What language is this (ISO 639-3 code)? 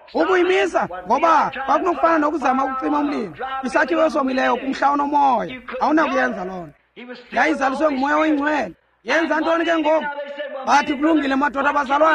xho